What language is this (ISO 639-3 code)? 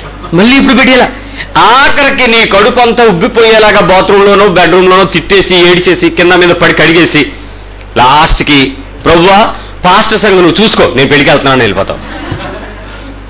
tel